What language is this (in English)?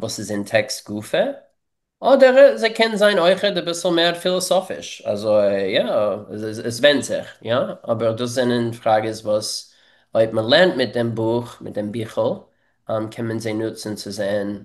Yiddish